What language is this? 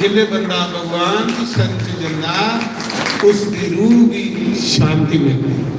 Dogri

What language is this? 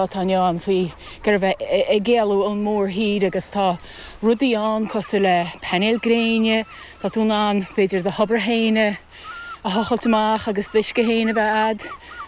Irish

